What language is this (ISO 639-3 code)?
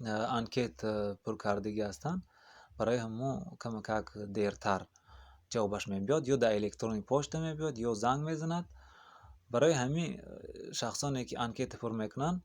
tgk